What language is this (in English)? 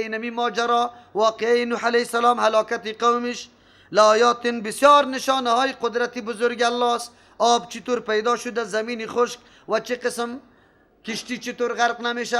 Persian